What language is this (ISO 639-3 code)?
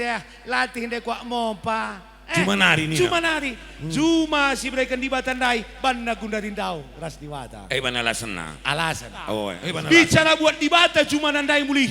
btx